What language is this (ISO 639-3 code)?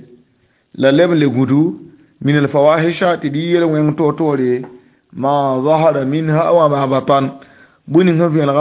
mos